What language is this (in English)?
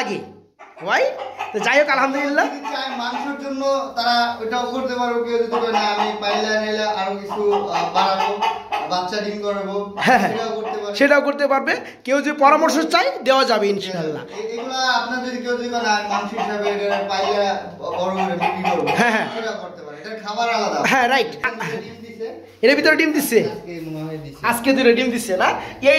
Bangla